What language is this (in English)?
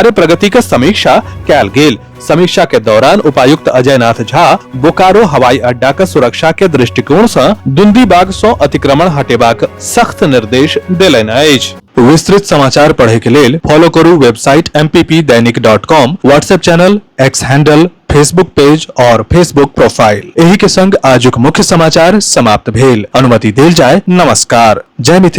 Maithili